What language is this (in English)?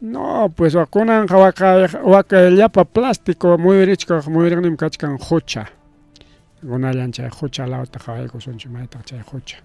Ayacucho Quechua